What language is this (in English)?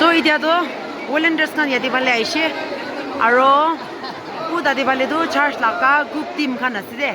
Naga Pidgin